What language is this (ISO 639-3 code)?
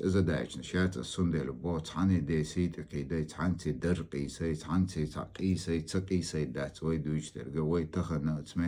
che